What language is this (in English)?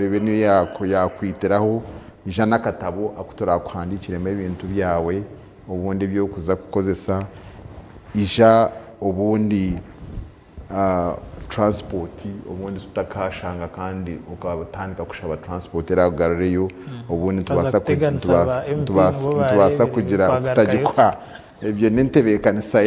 Nyankole